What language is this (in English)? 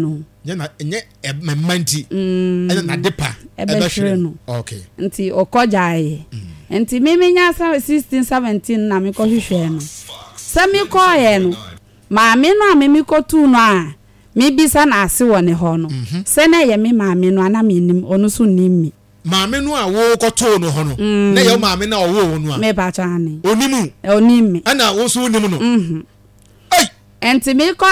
Akan